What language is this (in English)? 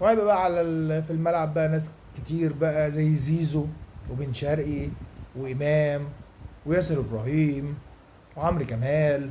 Egyptian Arabic